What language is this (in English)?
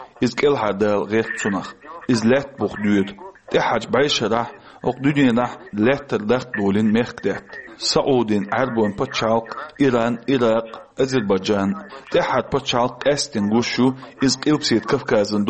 Chechen